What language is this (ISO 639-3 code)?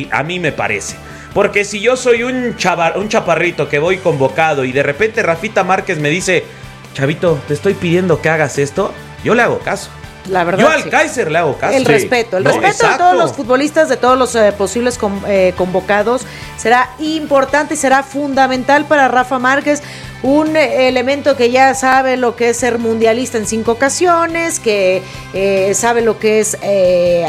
spa